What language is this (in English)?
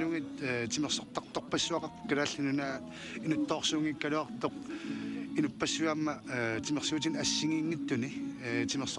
Kalaallisut